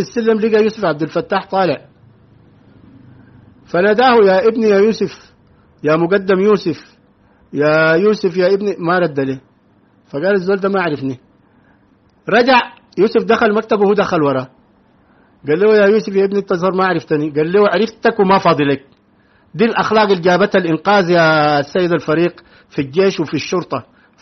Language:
Sudanese Arabic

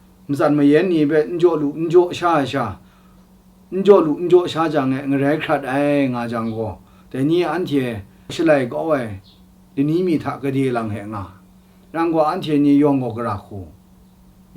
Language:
Kachin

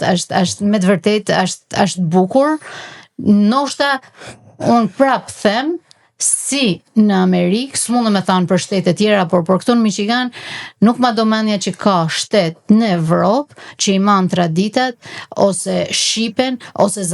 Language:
Albanian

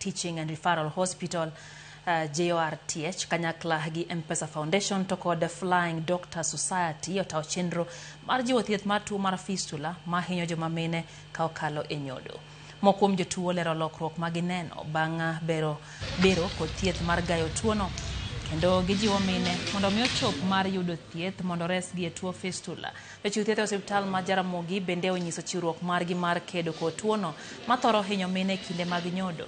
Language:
Luo (Kenya and Tanzania)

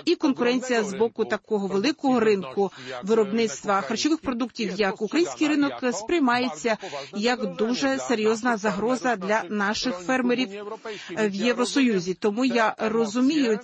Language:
Ukrainian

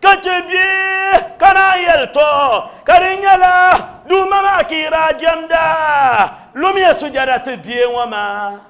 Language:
Dagbani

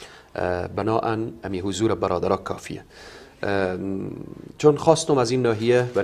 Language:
Persian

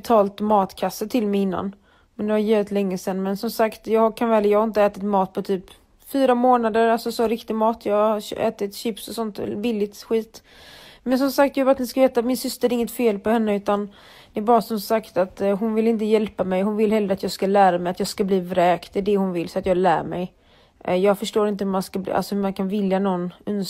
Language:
Swedish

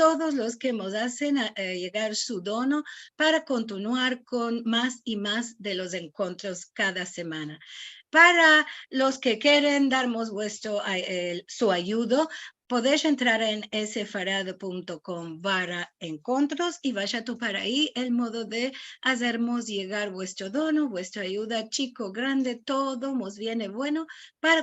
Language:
Ladino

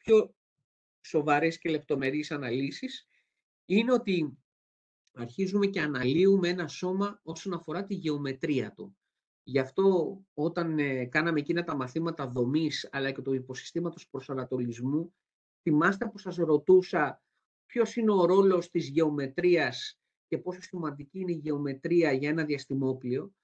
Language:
Greek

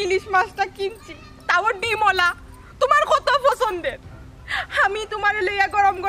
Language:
Sylheti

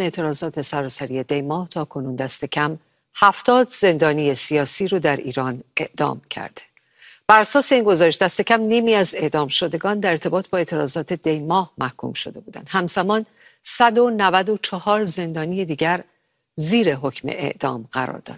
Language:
Persian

